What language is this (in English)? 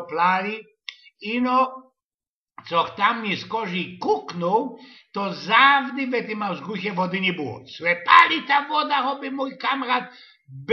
Silesian